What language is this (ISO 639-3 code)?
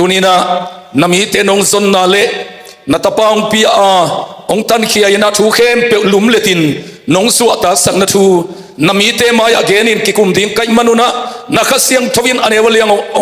ctd